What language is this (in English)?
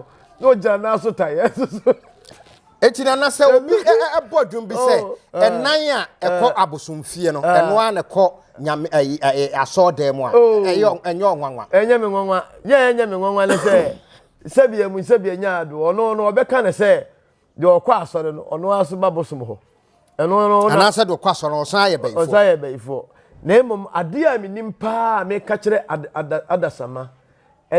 Akan